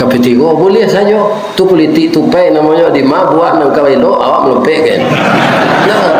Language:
Minangkabau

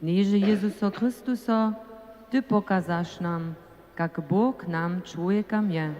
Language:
Upper Sorbian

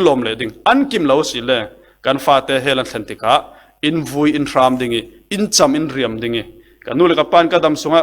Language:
Falam Chin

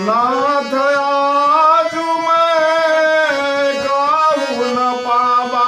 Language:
Maithili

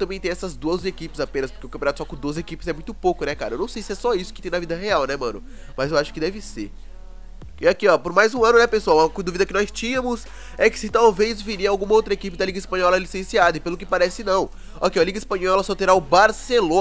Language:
Portuguese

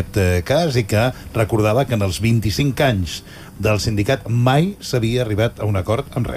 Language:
Catalan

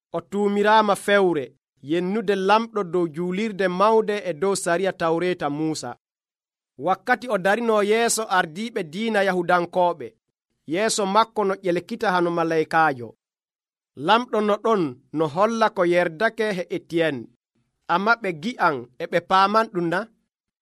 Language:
Nigerian Fulfulde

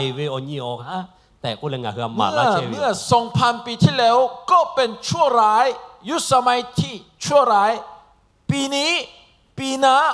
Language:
Lahu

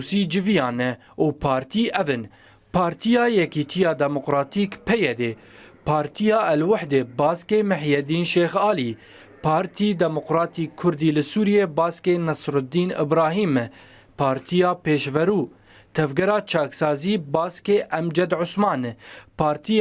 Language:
Kurdish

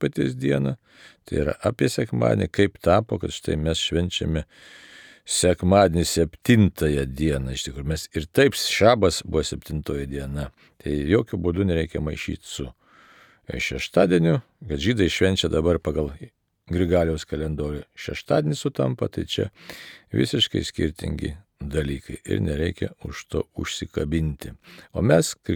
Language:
Lithuanian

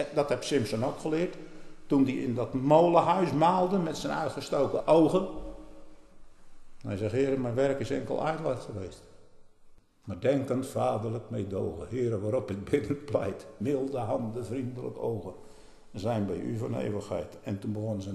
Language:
Dutch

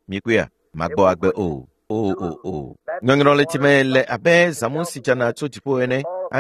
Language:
Ewe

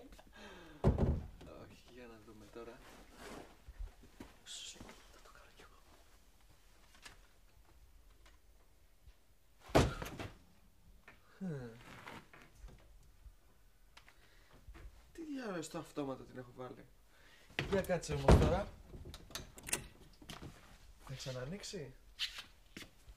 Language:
Greek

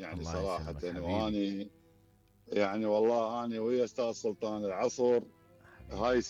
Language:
Mesopotamian Arabic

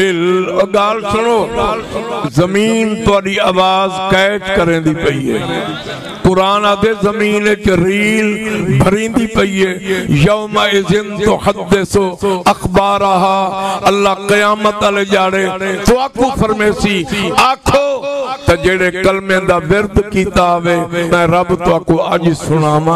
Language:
Saraiki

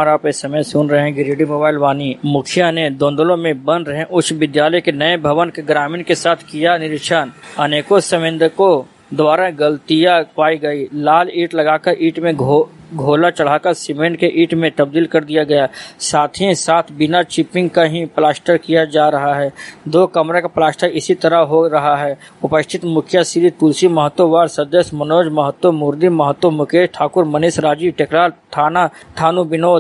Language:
Hindi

